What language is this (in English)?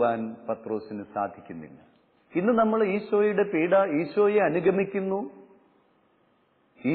Malayalam